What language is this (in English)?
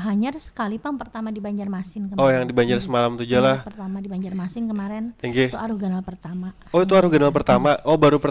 Banjar